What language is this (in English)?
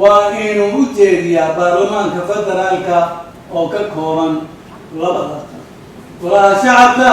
Somali